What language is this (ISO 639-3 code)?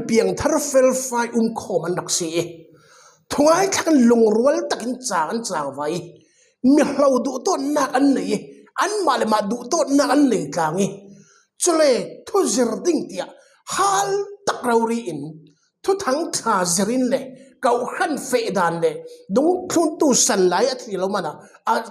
cfm